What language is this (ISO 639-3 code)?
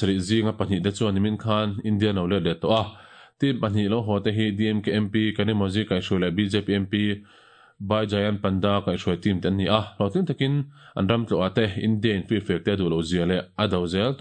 lus